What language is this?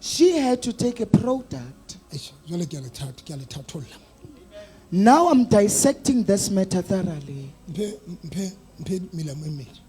Southern Sotho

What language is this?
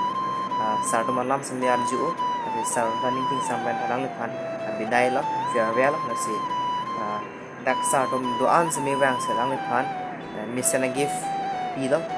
Karbi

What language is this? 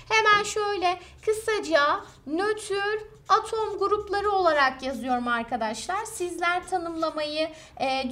Turkish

